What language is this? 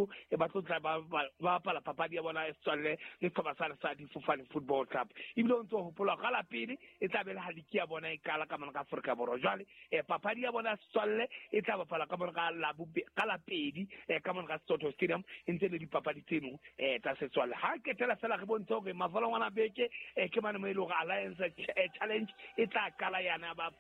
Southern Sotho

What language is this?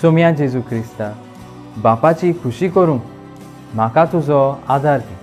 Konkani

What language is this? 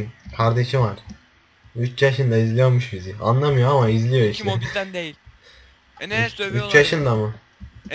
Turkish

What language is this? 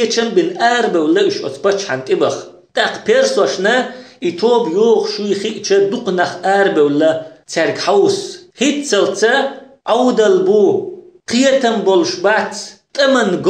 Chechen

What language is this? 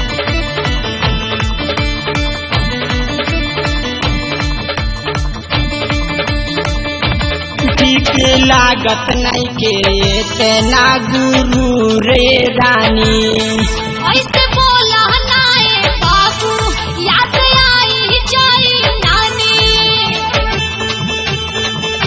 Bhojpuri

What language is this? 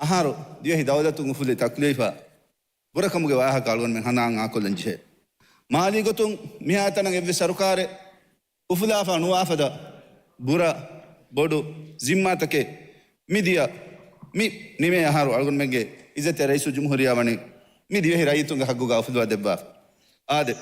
Divehi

